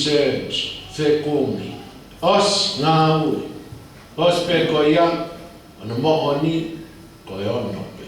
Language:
Tongan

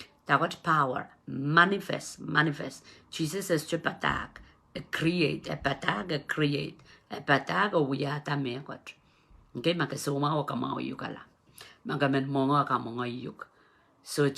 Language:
Pohnpeian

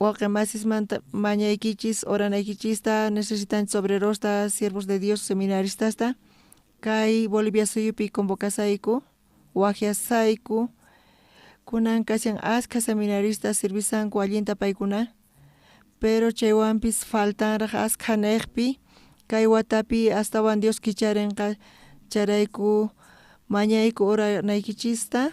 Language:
South Bolivian Quechua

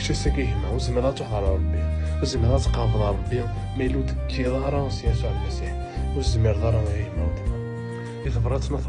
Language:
Kabyle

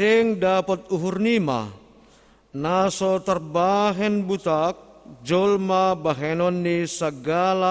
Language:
Batak Simalungun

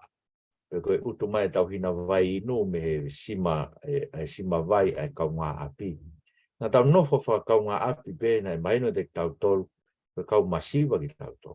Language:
Tongan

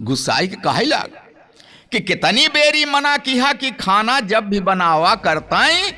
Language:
Awadhi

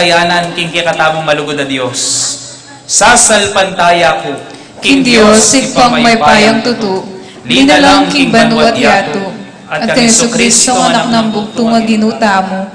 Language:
Pampanga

